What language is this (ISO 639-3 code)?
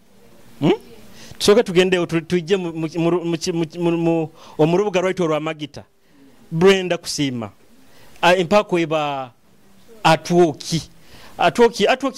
nyo